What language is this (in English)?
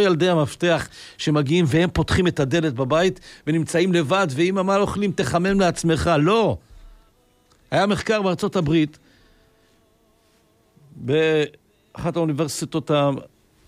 Hebrew